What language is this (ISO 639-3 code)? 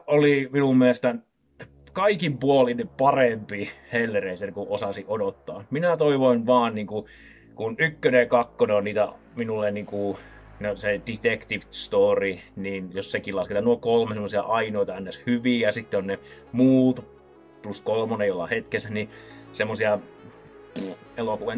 fin